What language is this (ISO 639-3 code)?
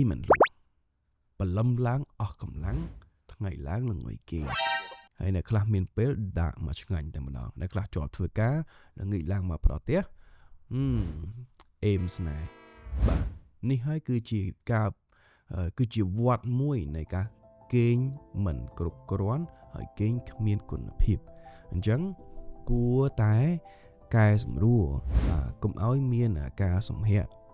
khm